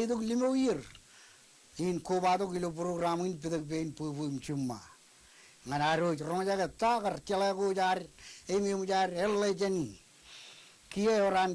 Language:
Marshallese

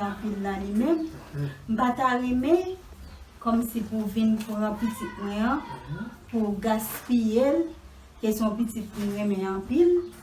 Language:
Haitian Creole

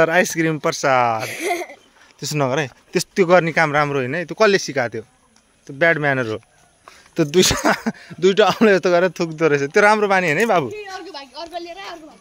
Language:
Nepali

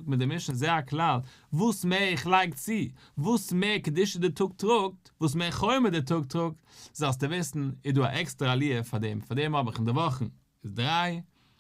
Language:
Yiddish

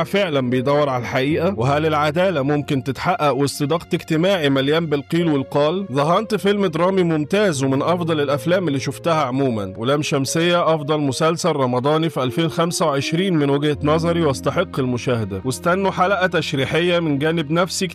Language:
Egyptian Arabic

